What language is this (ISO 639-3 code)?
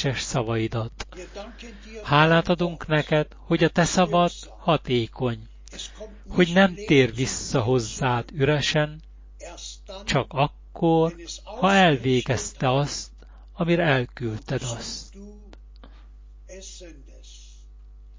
hun